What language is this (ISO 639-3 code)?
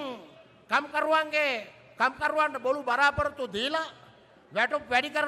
sin